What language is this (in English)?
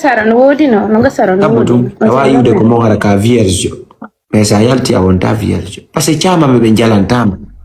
Fula